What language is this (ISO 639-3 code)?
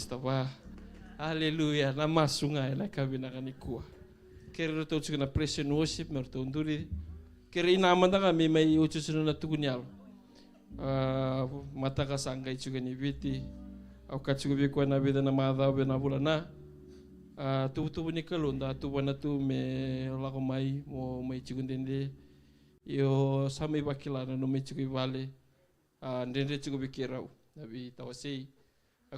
fij